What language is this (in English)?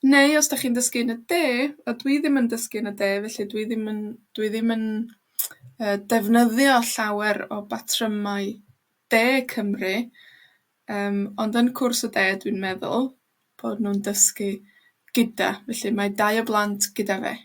Welsh